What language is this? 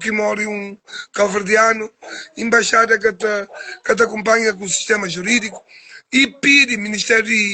Kabuverdianu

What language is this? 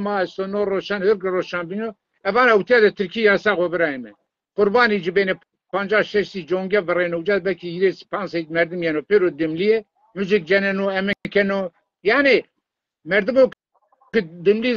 Zaza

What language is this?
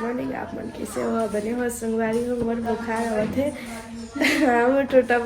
Chhattisgarhi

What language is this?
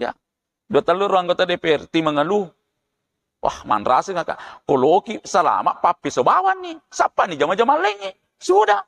Buginese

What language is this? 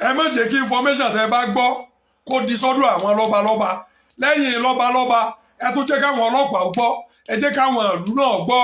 Yoruba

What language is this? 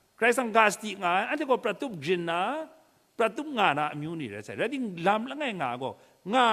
Kachin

